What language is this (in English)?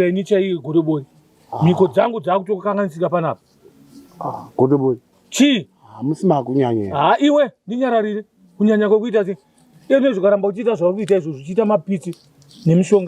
Shona